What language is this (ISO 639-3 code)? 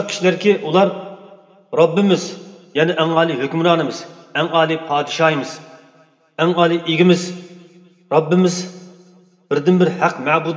uig